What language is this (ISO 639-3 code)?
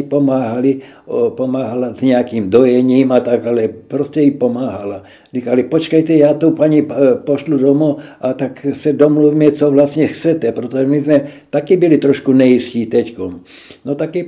ces